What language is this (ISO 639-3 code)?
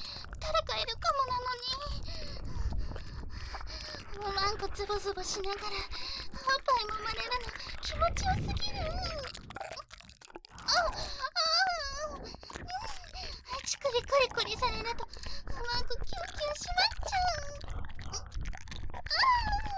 jpn